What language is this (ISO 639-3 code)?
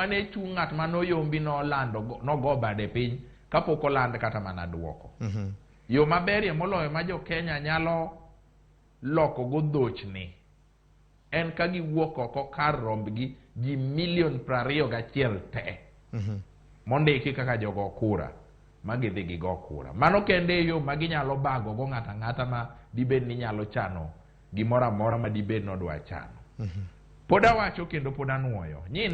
luo